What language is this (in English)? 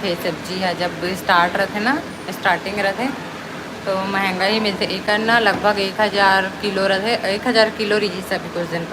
Chhattisgarhi